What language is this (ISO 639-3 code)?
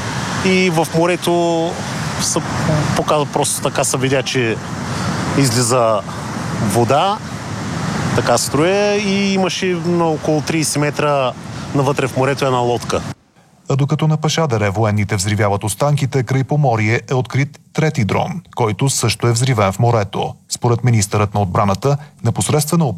bul